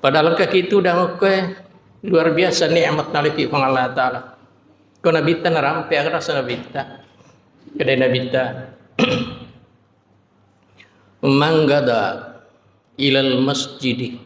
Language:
Buginese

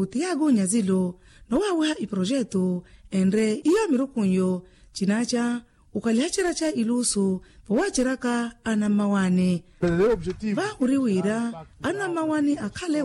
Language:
Makhuwa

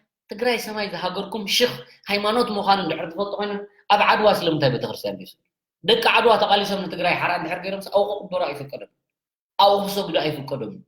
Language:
Tigrinya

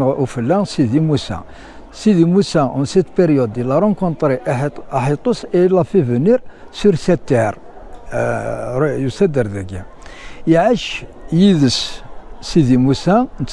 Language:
Kabyle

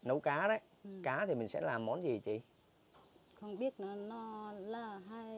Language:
Vietnamese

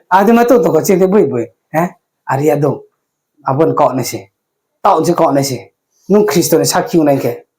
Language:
Riang (India)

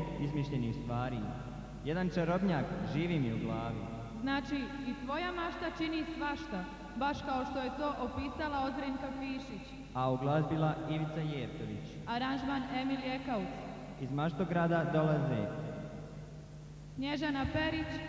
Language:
Croatian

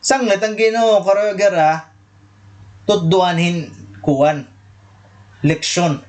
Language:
Waray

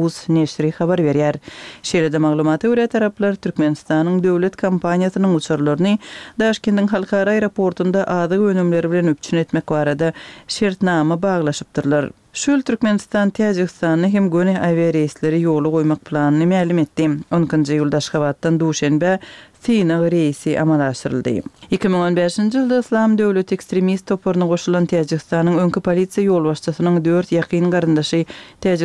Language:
Turkmen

